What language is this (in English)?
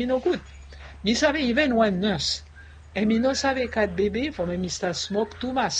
Bislama